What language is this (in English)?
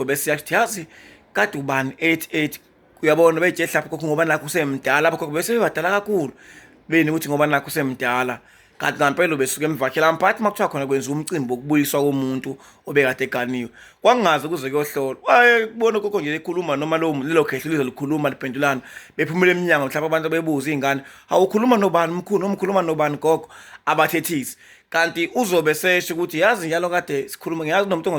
Zulu